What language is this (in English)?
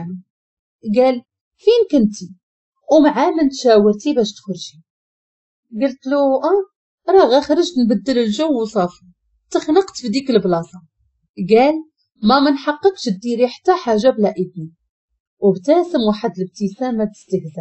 Moroccan Arabic